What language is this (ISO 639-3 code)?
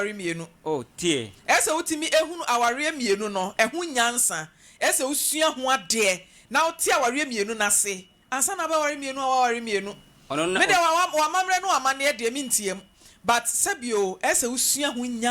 aka